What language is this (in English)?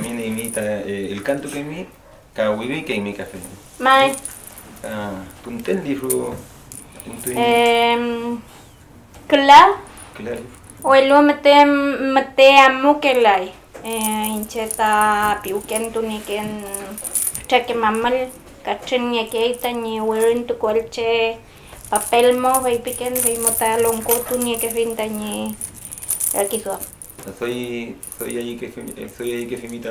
Mapuche